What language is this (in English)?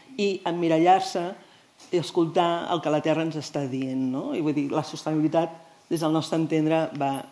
Catalan